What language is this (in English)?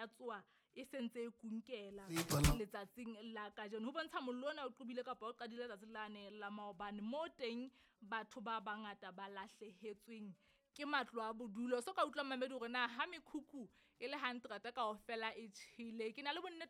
Southern Sotho